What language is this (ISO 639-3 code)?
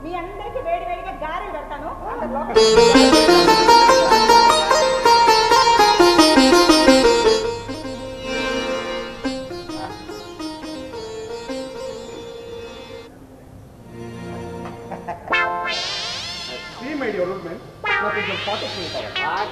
tel